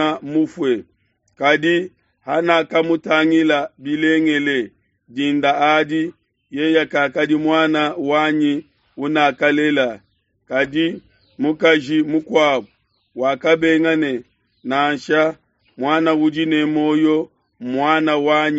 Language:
Luba-Lulua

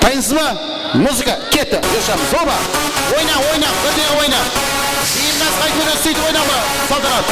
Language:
Kara-Kalpak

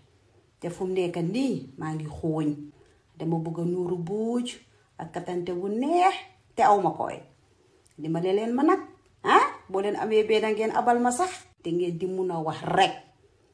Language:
Wolof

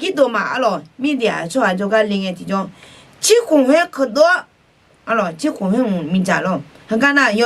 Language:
Akha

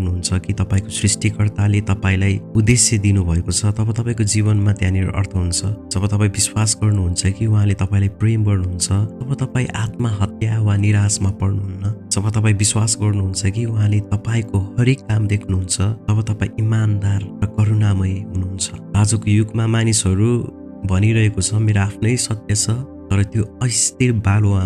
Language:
Nepali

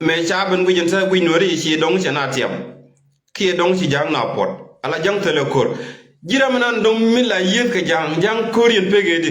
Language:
Nuer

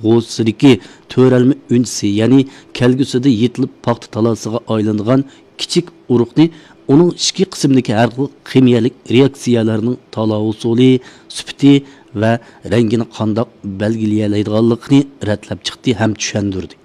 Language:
Uyghur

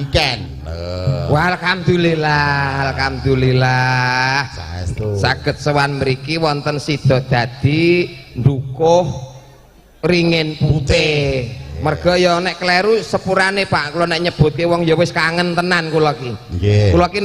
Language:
Javanese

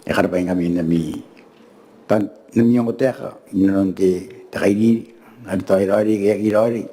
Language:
Gilbertese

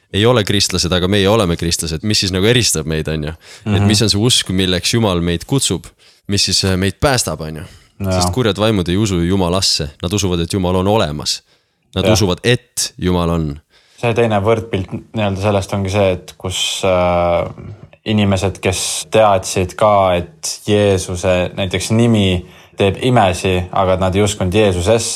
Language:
Estonian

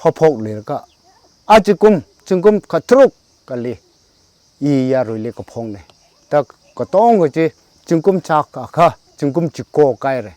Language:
Tangkhul Naga (India)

